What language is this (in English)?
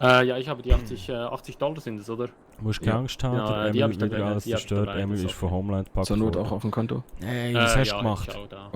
Swiss German